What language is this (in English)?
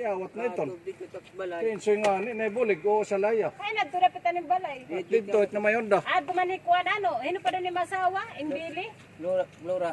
Waray